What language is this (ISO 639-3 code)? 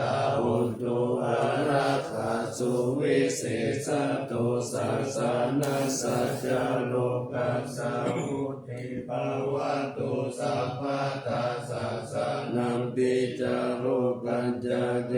pli